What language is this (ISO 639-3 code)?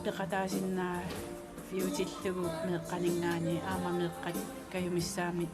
kal